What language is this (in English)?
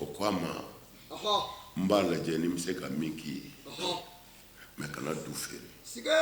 Bambara